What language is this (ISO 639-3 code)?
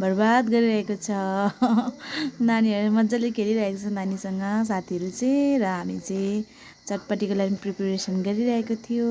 nep